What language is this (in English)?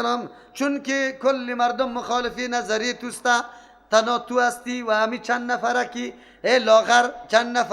Persian